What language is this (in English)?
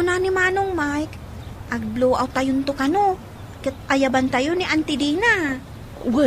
Iloko